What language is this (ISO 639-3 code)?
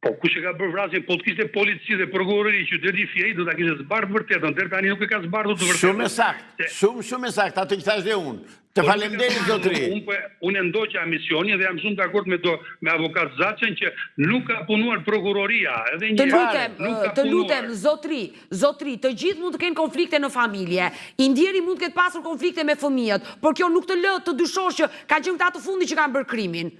sqi